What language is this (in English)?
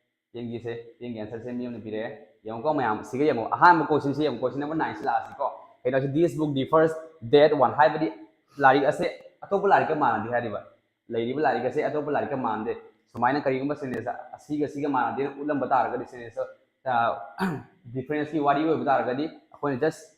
Manipuri